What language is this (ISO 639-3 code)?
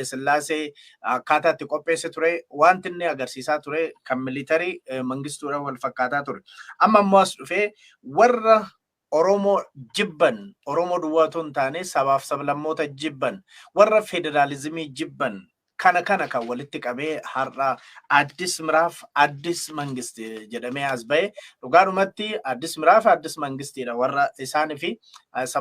orm